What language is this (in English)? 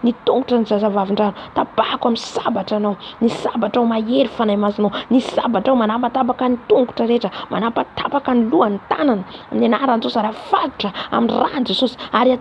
Malagasy